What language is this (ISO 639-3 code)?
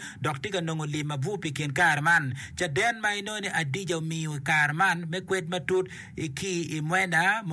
ach